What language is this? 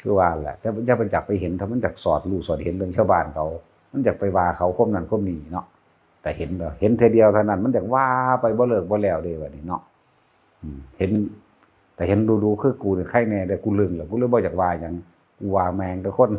Northeastern Thai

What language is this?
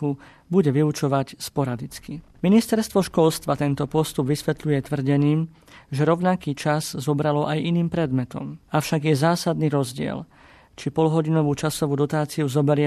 Slovak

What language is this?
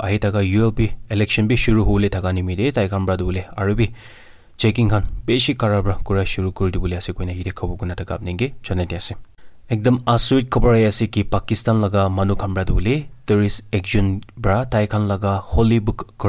Naga Pidgin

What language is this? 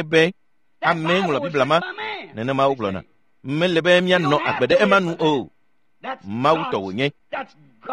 Ewe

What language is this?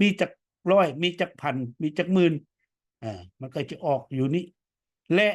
Lao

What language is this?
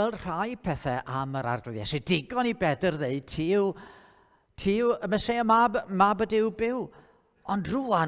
Welsh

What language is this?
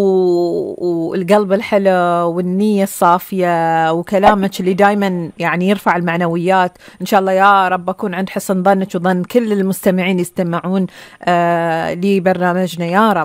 Gulf Arabic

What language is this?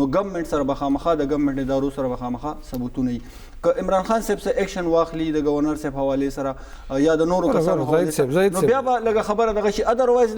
Pashto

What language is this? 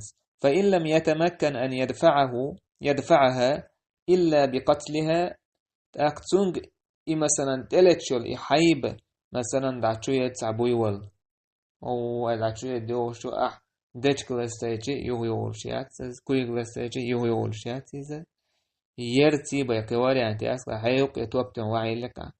Chechen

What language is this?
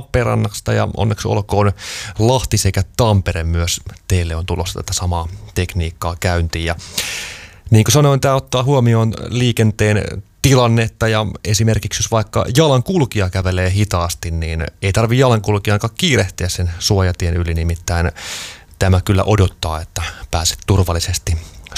Finnish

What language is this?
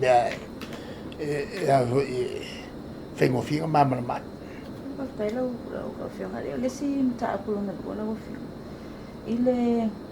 Samoan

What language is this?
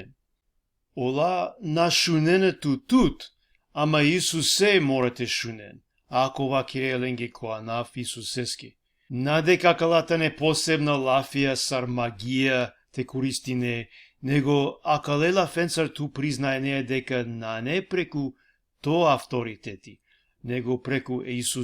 Balkan Romani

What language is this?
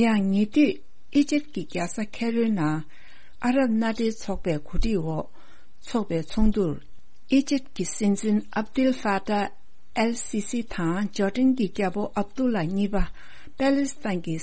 Tibetan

